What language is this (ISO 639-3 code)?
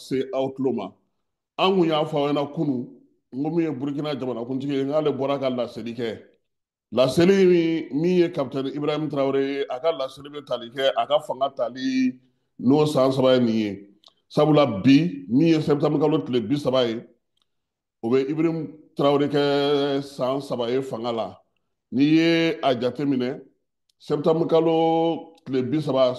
bam